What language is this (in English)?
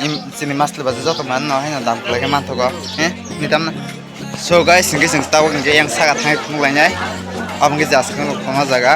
Kok Borok